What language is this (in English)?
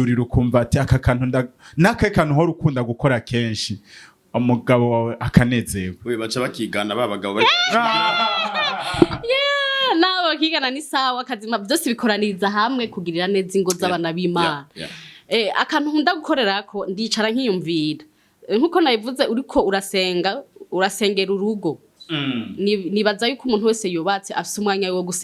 Rundi